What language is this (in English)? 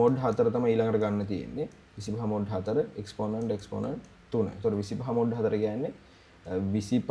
Sinhala